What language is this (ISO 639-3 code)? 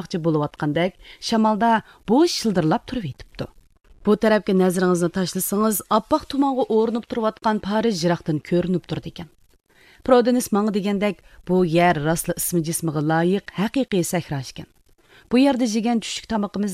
uig